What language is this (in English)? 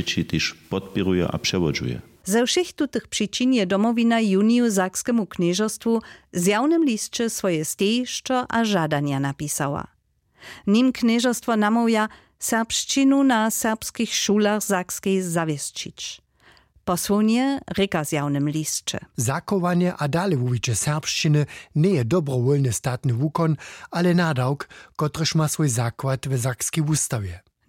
Upper Sorbian